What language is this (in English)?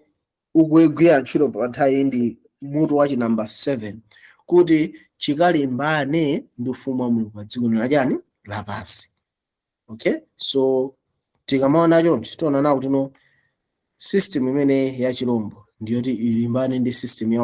Nyanja